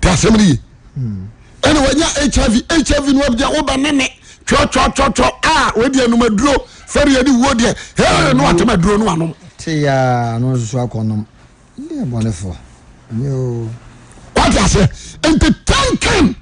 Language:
Akan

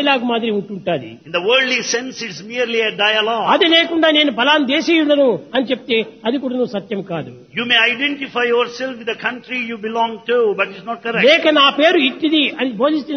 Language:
Telugu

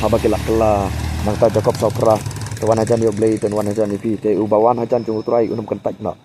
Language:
Khasi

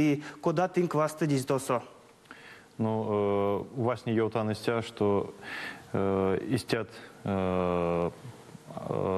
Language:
Erzya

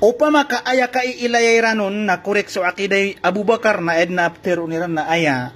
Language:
Maranao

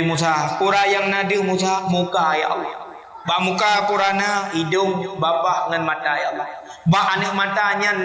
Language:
Achinese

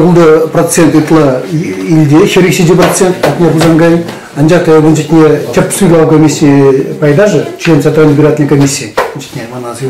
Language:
Chuvash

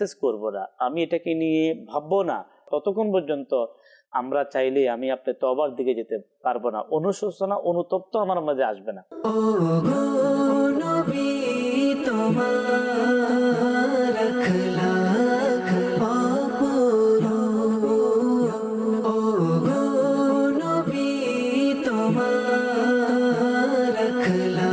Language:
Bangla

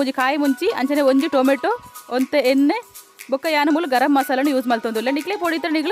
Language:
Tulu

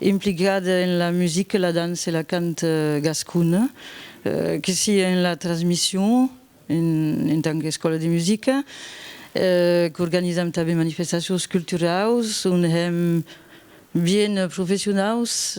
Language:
Occitan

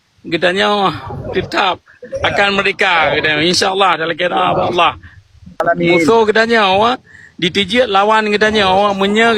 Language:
Achinese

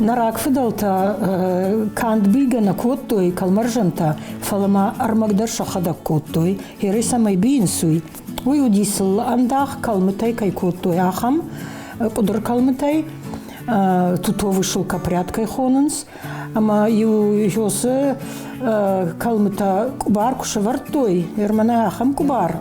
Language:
Ossetic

